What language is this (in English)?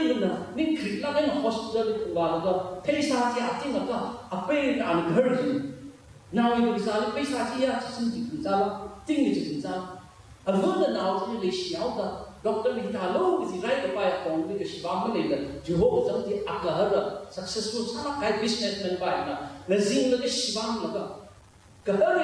Tangkhul Naga (India)